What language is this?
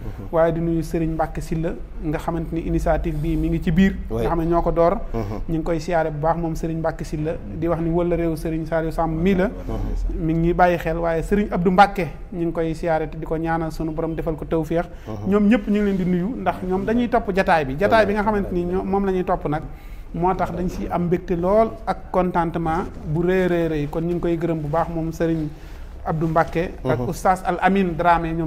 Wolof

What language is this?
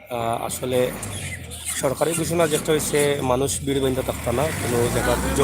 Sylheti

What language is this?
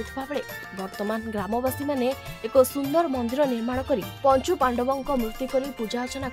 Odia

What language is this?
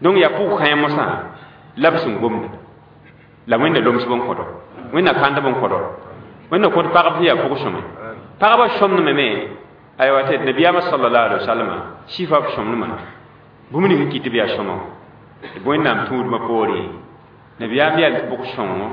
Mossi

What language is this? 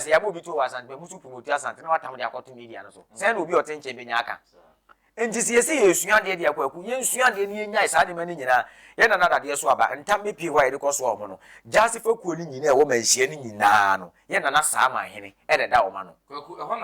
Akan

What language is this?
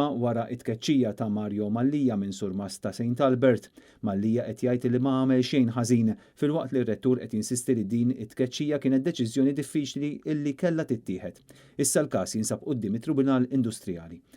Maltese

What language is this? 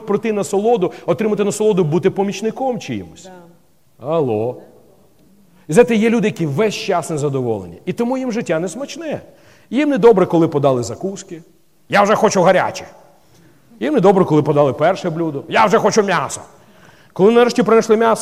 Ukrainian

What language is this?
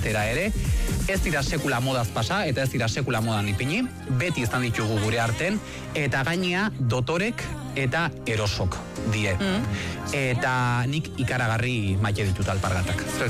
Basque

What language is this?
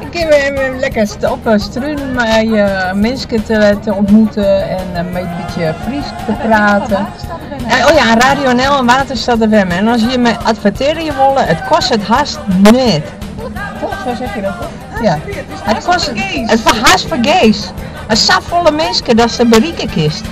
Western Frisian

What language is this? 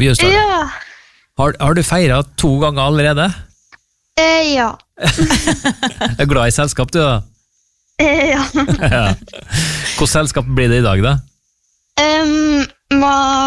Norwegian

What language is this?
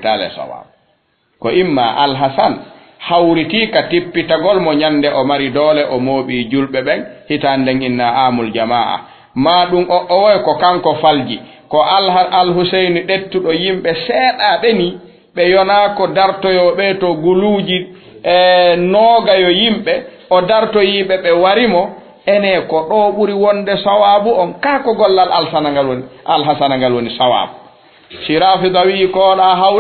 Fula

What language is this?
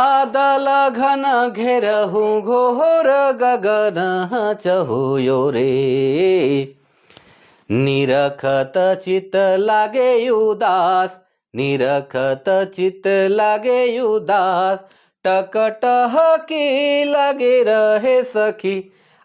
Sadri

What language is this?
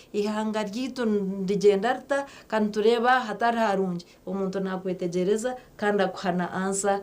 Nyankole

